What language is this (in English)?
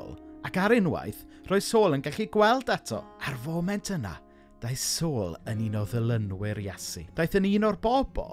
Welsh